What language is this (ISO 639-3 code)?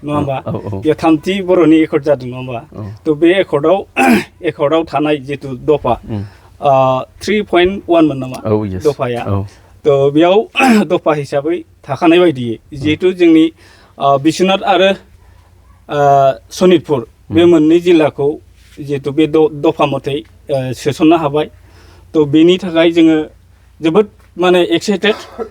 brx